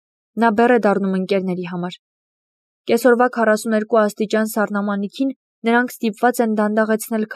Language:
Armenian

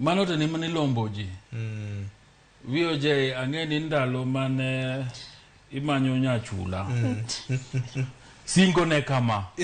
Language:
Luo (Kenya and Tanzania)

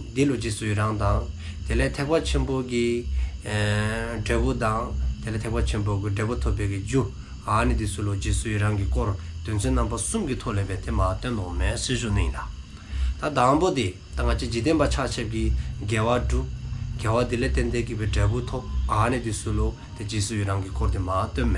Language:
Dzongkha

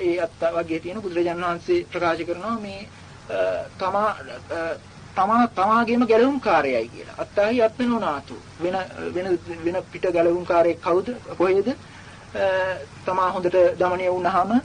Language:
Sinhala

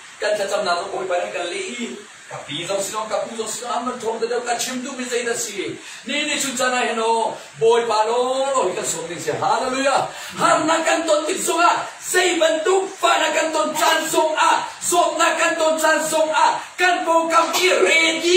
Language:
Hakha Chin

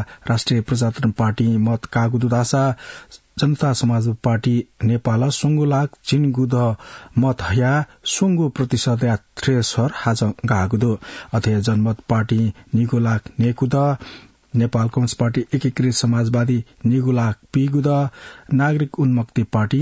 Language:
Newari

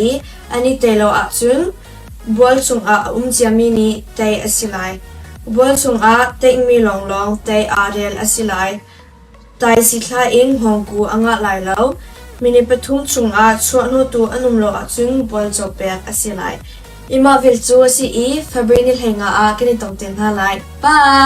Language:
Hakha Chin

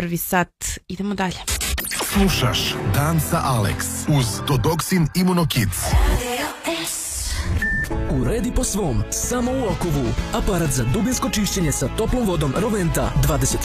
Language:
Serbian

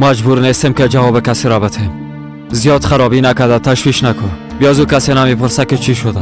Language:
Persian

